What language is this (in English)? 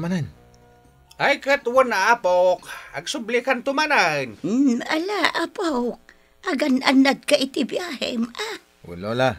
Iloko